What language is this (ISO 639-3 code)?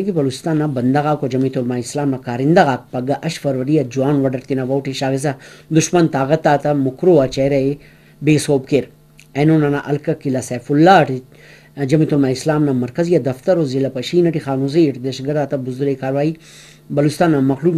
brh